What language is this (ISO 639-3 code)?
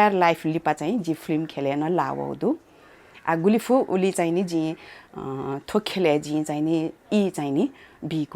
new